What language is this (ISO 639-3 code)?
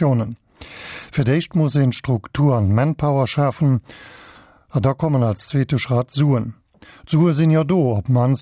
ltz